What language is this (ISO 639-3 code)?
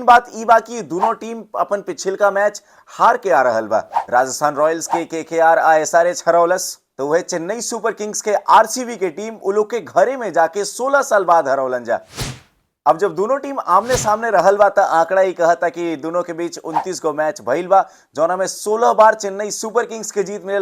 bho